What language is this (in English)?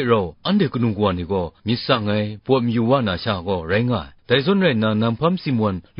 Kachin